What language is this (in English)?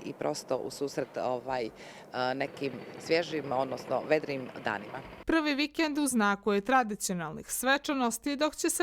Bosnian